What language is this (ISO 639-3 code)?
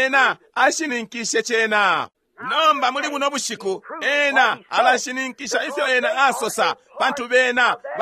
bem